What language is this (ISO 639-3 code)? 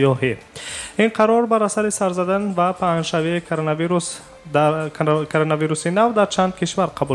tgk